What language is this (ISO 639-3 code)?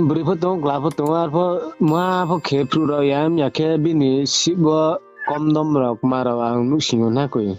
ria